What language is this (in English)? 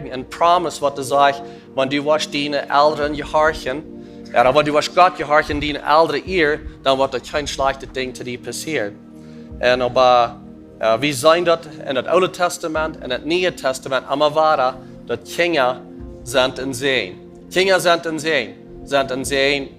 Plautdietsch